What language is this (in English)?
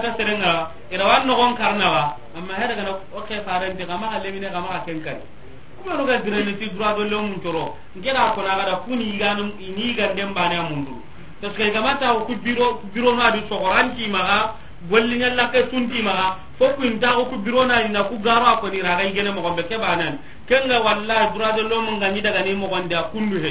Soninke